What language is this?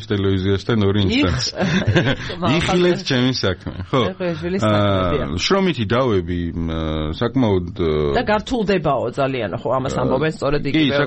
Georgian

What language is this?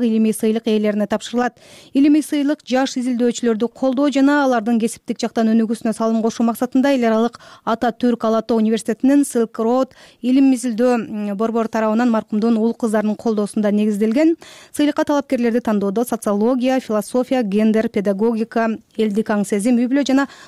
Kyrgyz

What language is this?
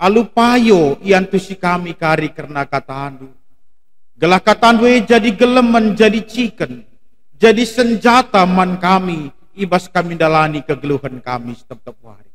Batak Karo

